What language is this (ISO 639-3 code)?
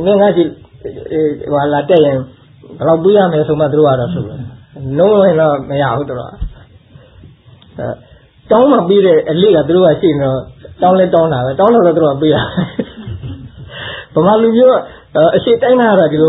mya